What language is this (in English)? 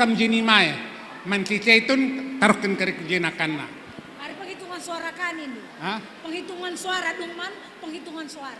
Batak Karo